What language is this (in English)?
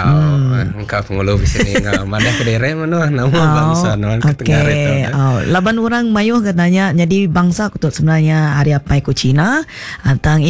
Iban